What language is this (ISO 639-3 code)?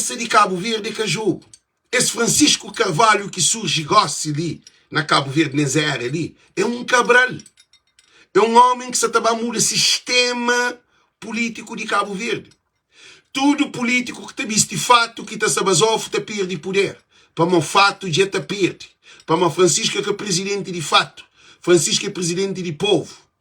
kea